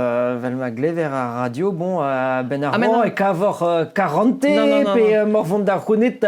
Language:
Breton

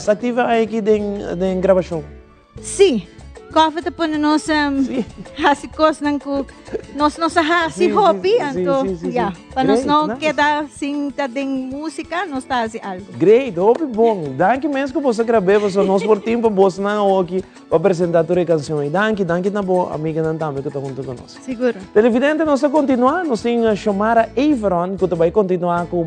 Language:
Papiamento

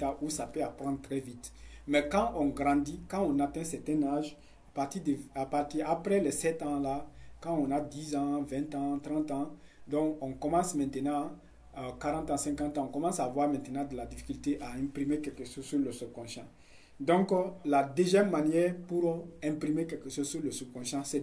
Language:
French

